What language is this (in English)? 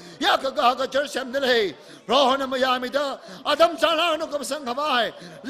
Tangkhul Naga (India)